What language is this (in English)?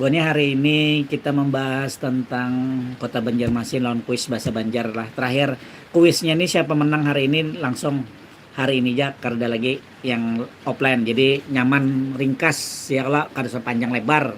Banjar